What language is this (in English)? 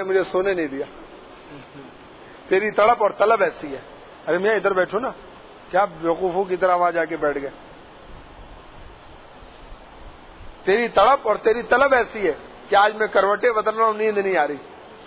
Urdu